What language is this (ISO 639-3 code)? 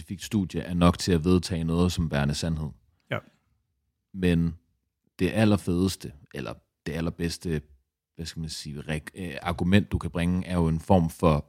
dan